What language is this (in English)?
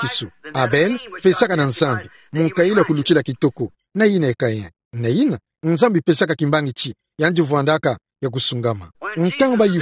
Kituba (Democratic Republic of Congo)